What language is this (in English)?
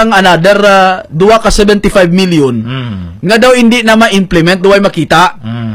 Hiligaynon